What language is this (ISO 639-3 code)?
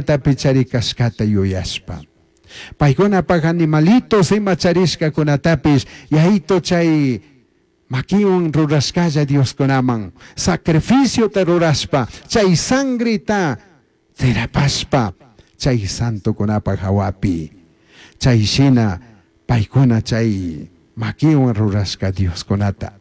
qug